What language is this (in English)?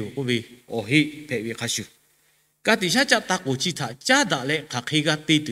Lahu